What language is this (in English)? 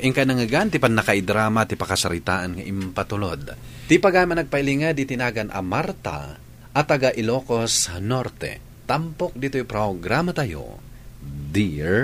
Iloko